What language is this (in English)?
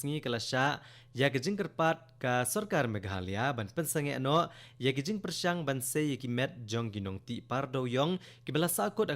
Khasi